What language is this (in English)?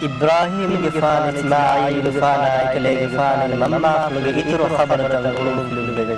Divehi